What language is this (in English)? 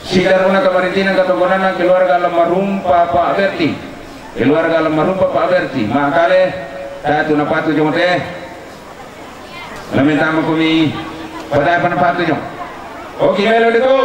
Toraja-Sa'dan